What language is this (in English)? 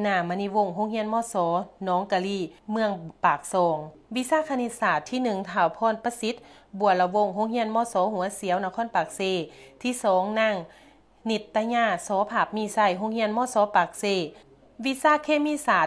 Lao